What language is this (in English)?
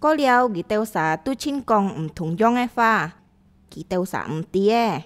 Hakka Chinese